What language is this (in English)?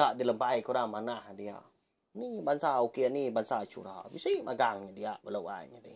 Iban